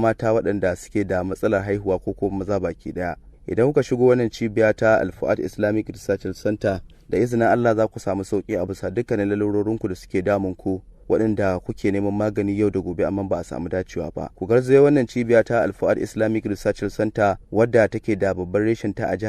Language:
Hausa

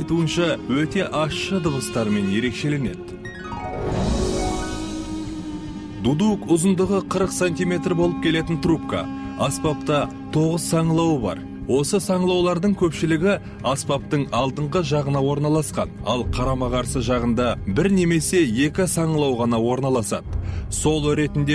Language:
Kazakh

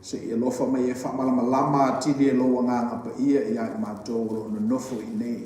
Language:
Samoan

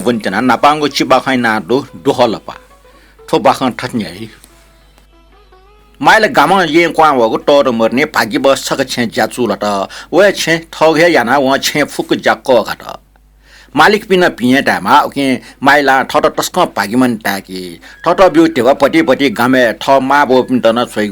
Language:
Newari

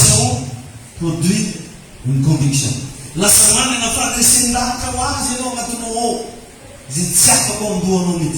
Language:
Malagasy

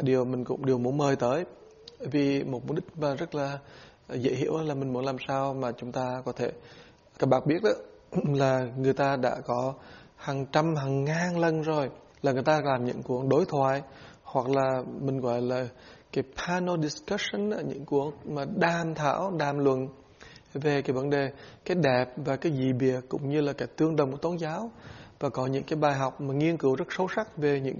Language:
Vietnamese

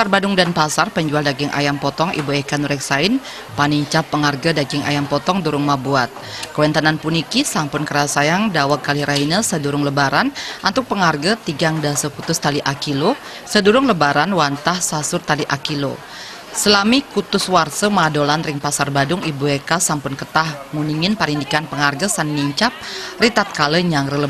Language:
Balinese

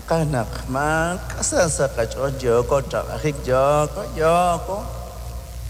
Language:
Kekchí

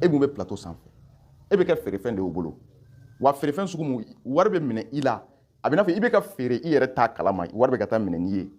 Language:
Bambara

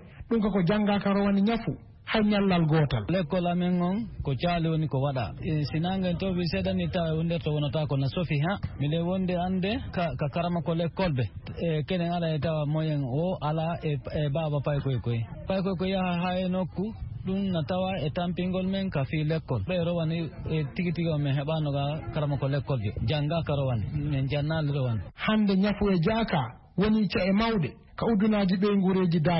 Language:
Fula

